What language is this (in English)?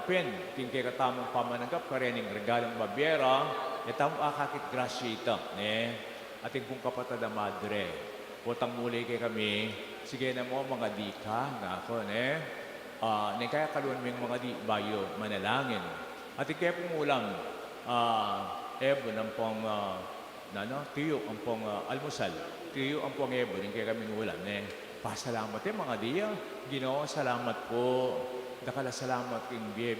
Pampanga